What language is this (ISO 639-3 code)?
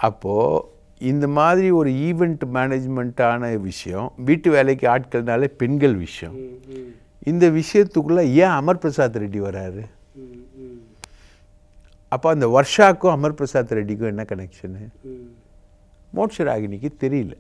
tam